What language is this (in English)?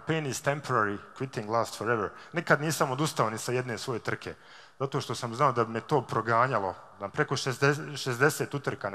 Bosnian